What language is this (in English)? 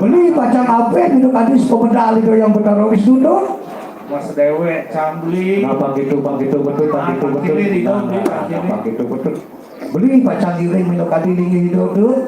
Balinese